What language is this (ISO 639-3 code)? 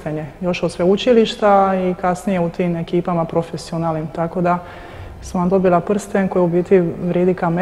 hrv